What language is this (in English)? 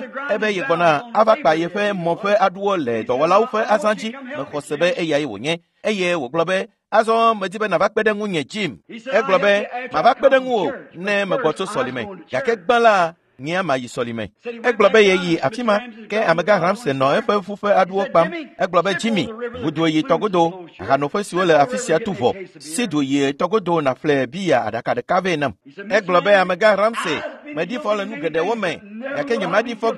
Ewe